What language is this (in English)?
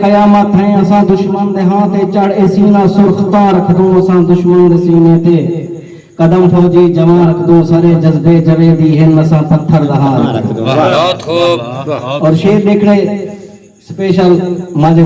Saraiki